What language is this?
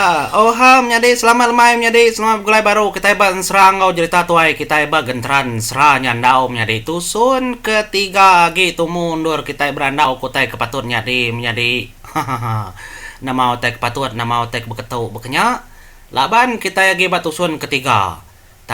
Iban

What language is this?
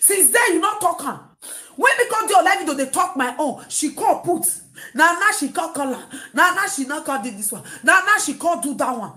Nigerian Pidgin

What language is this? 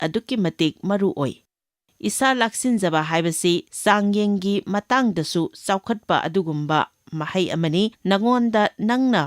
Manipuri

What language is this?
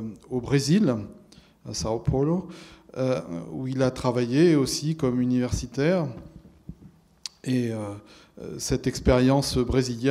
French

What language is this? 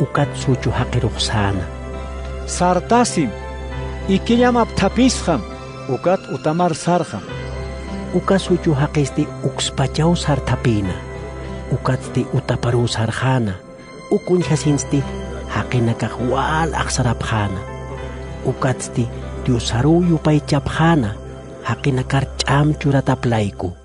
Aymara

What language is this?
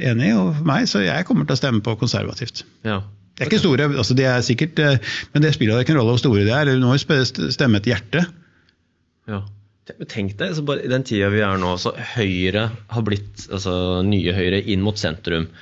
Norwegian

